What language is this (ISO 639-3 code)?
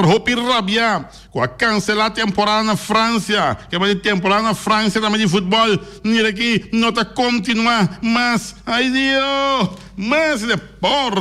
pap